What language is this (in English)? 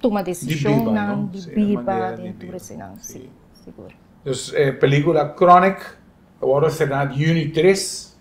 Papiamento